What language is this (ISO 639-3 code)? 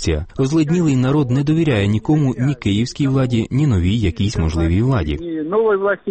ukr